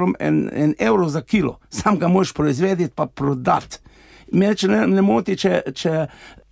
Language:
Slovenian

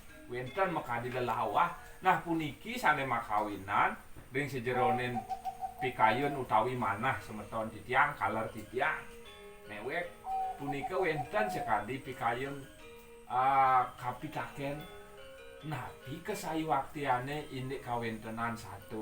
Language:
Balinese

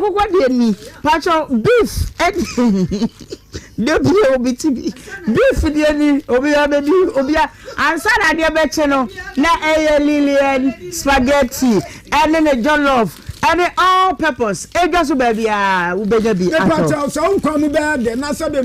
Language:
Akan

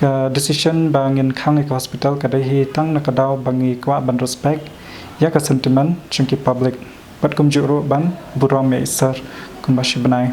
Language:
Khasi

